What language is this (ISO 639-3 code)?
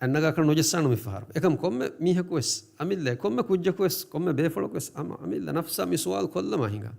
div